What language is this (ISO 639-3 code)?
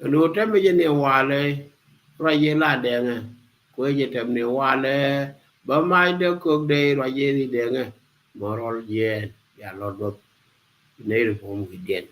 nus